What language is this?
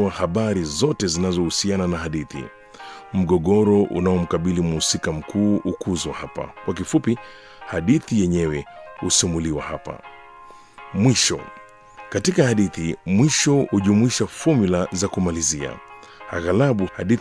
Swahili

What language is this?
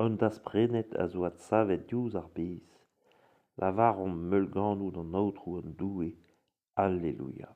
Breton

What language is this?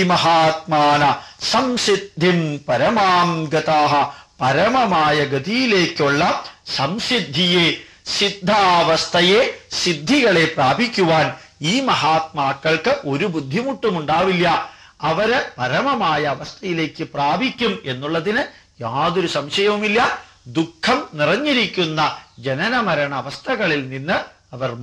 Malayalam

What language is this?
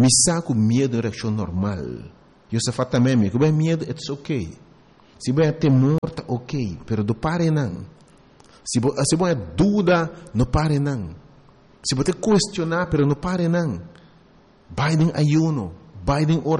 Papiamento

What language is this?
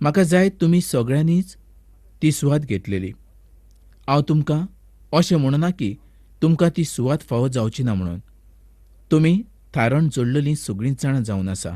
Konkani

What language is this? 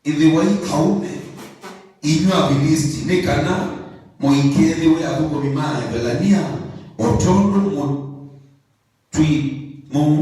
Kamba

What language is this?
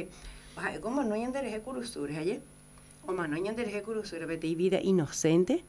Guarani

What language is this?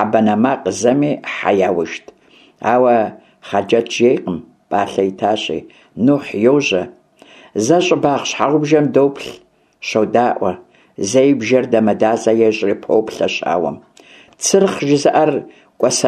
Kabardian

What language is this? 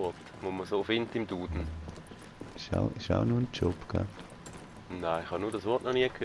Swiss German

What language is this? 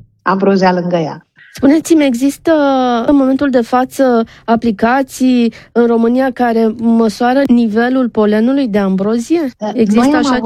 Romanian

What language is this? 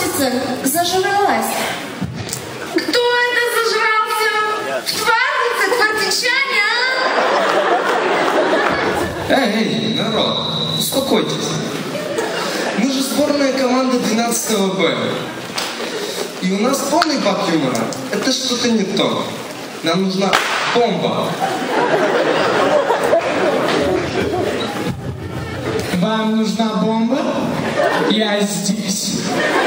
Russian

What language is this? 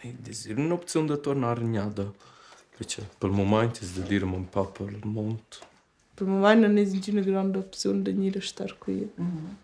Romansh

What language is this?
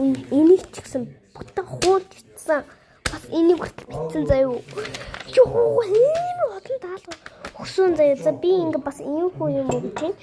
Mongolian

